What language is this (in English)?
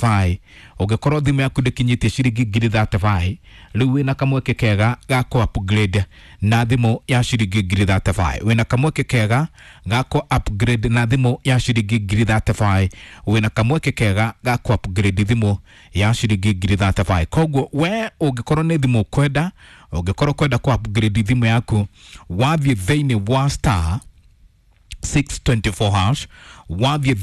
Kikuyu